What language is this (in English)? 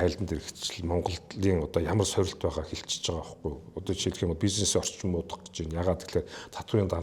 Mongolian